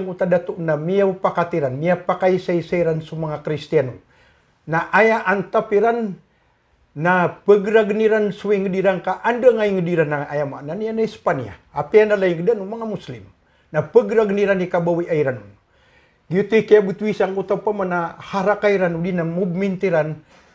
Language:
Maranao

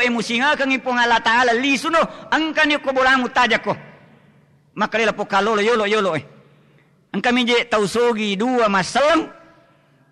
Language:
Buginese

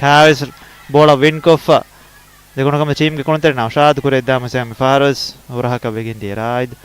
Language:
Divehi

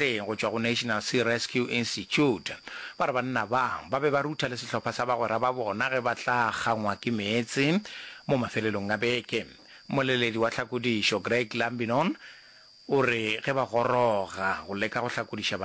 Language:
Northern Sotho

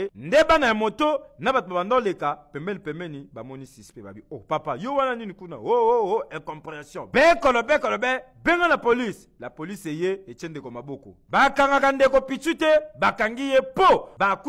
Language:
Lingala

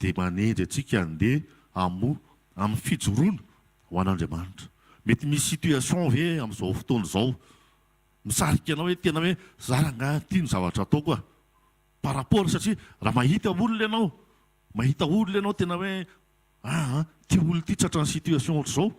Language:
Malagasy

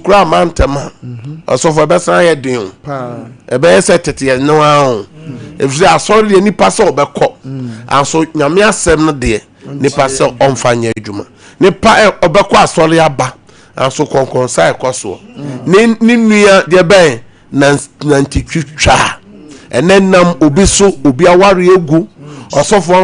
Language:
Akan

